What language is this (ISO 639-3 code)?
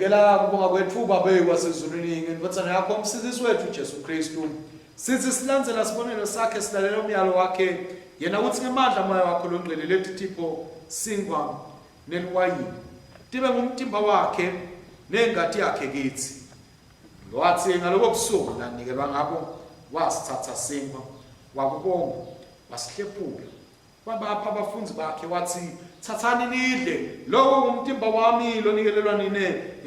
ssw